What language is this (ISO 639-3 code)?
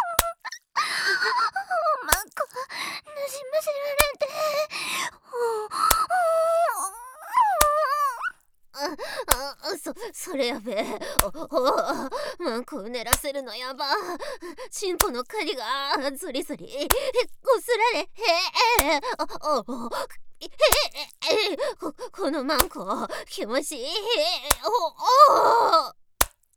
jpn